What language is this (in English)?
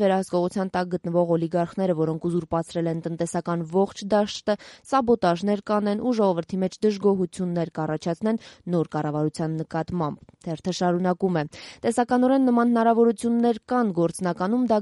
Armenian